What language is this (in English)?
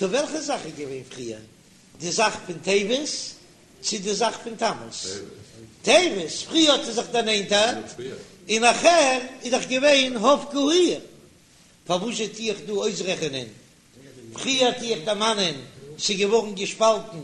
Yiddish